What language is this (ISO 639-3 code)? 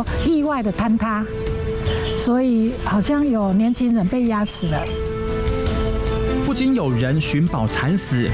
zho